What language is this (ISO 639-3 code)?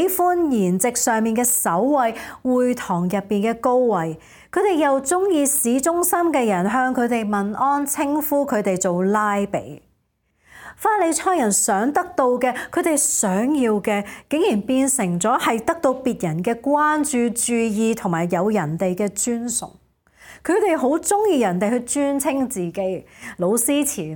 yue